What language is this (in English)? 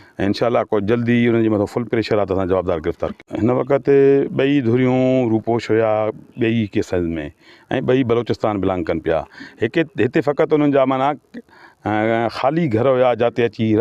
Sindhi